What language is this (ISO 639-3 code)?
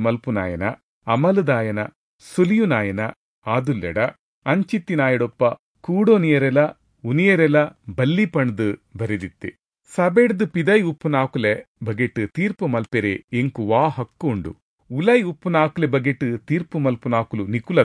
tcy